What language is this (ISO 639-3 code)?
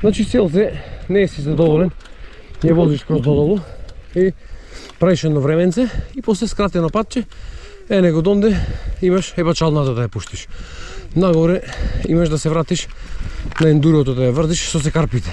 mkd